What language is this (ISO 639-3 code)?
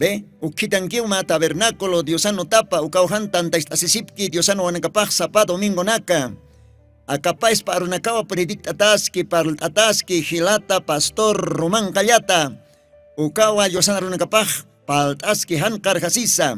aym